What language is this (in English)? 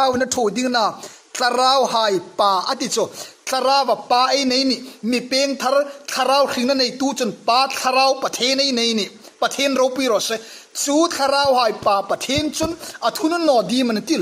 Hmar